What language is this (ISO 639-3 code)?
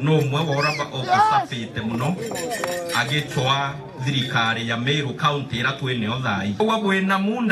mer